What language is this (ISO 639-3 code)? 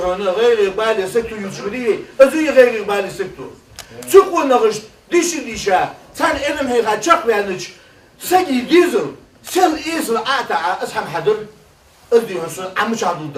inh